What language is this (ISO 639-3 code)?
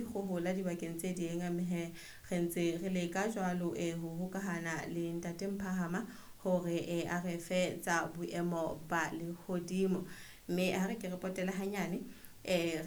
sot